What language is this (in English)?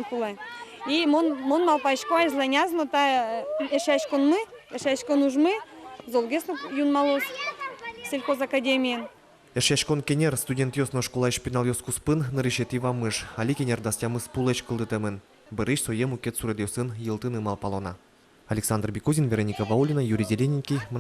Udmurt